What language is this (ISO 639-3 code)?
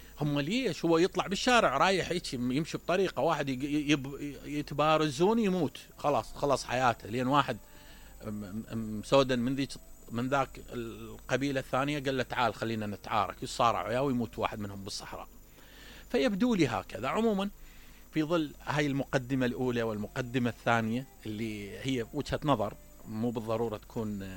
acm